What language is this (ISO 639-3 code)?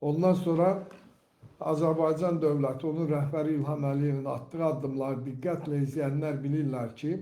aze